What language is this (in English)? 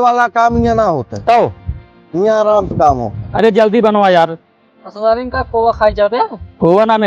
Awadhi